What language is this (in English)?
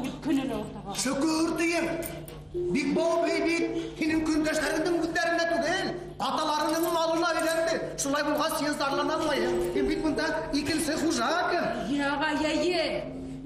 Bashkir